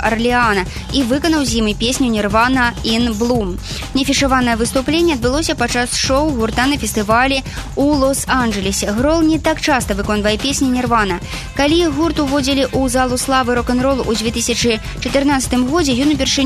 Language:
Belarusian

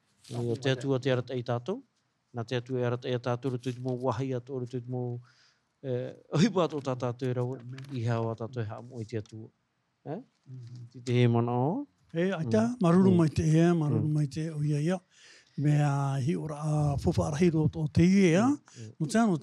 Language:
Tahitian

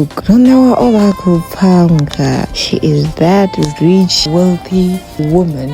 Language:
Venda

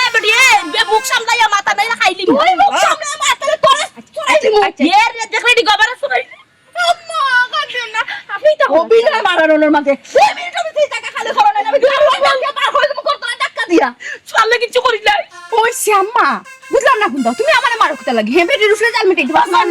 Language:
Sylheti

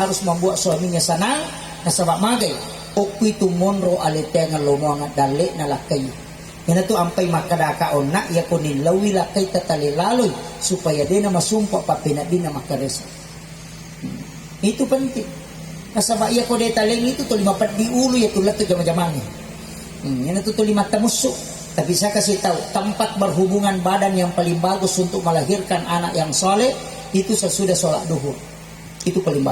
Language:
Buginese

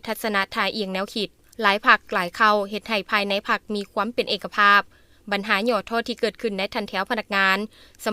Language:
Lao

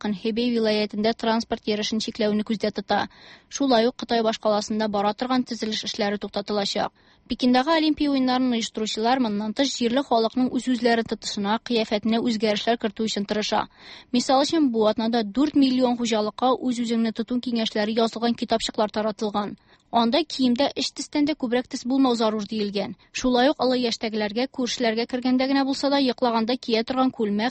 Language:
Tatar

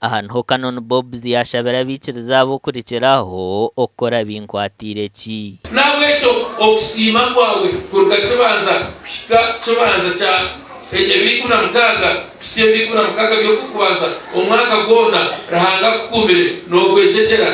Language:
Nyankole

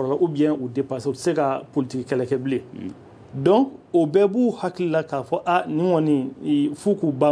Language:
Bambara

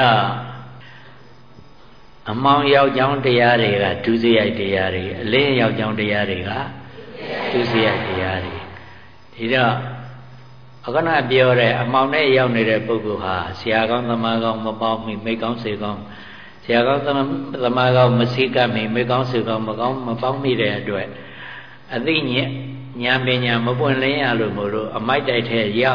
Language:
Burmese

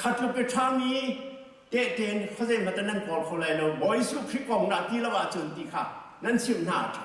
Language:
Hakha Chin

